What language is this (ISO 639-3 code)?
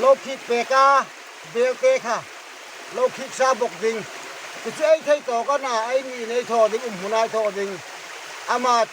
hmr